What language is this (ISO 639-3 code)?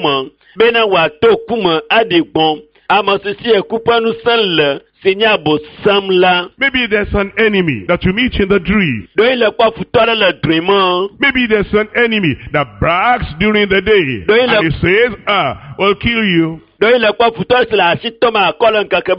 ewe